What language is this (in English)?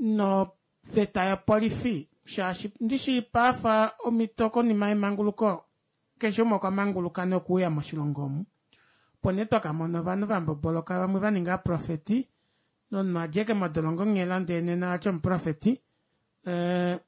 Kuanyama